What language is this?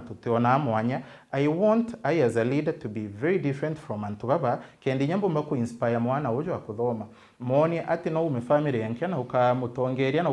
Meru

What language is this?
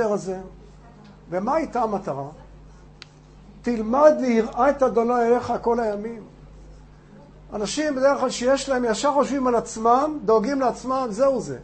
Hebrew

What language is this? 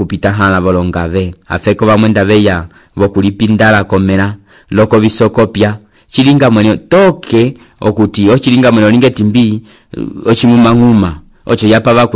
Umbundu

